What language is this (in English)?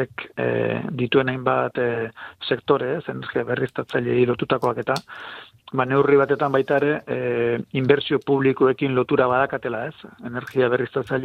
Basque